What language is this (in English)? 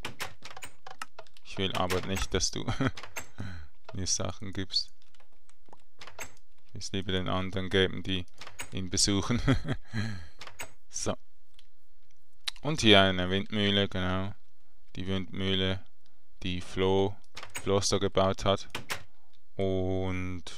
German